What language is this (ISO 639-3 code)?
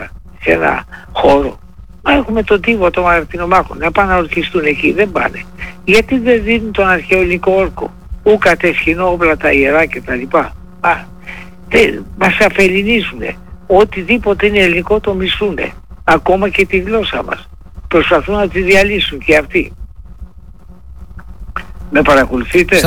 ell